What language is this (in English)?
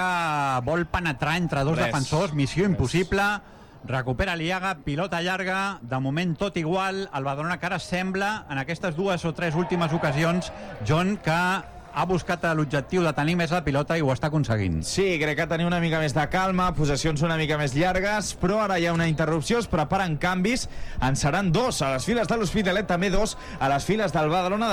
Catalan